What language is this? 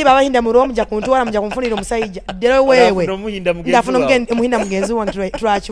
Nyoro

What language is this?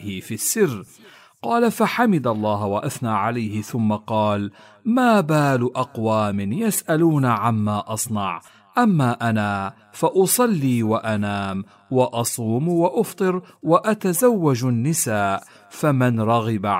Arabic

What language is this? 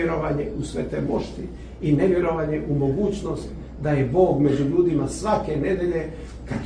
Serbian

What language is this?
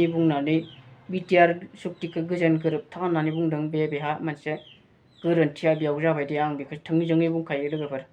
Bodo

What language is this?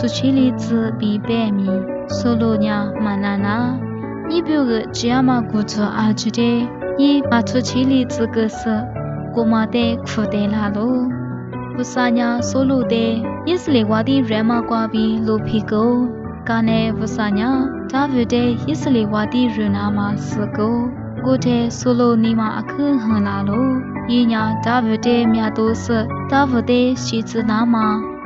Lisu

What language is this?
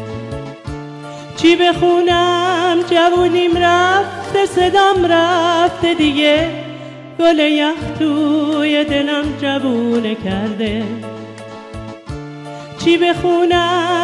Persian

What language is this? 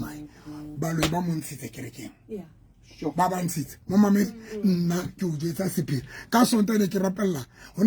Southern Sotho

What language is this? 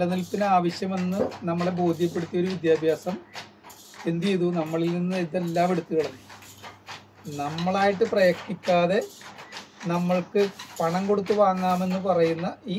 Malayalam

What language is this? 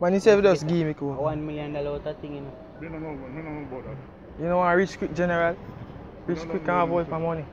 Jamaican Creole English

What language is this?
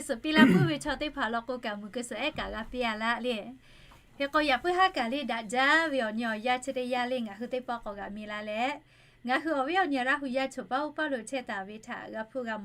Lahu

